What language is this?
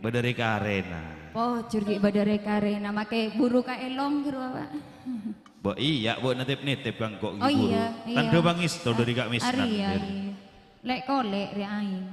Madurese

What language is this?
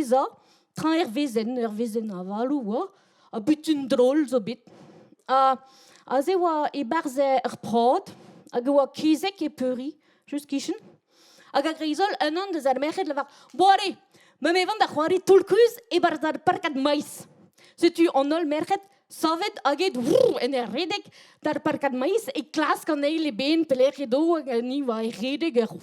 Breton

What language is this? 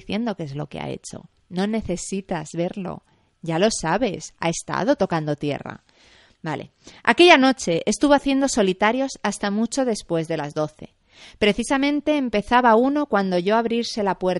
Spanish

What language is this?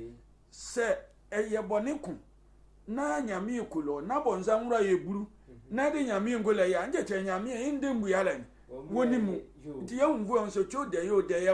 Sehwi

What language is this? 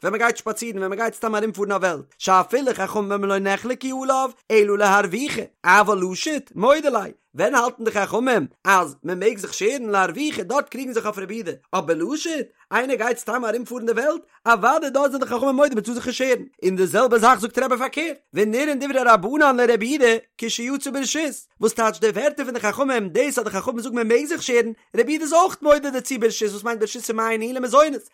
Yiddish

